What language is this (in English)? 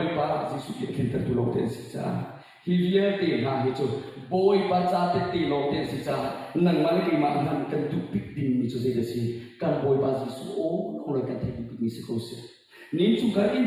Hakha Chin